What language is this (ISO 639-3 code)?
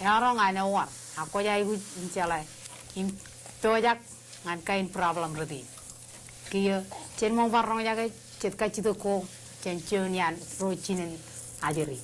mah